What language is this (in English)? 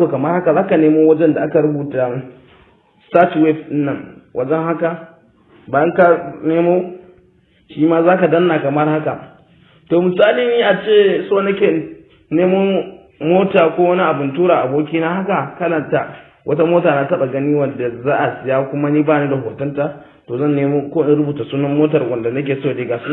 Hausa